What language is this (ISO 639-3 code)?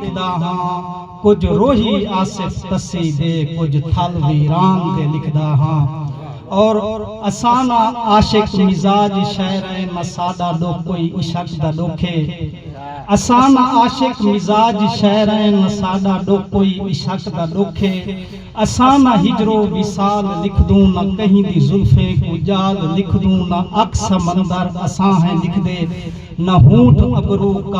skr